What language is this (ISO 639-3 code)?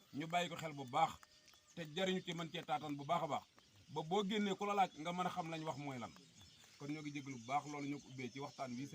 wol